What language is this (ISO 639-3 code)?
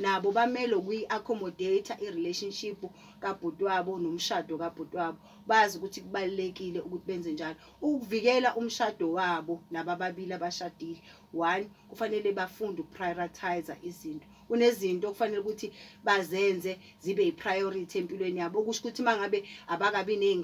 zul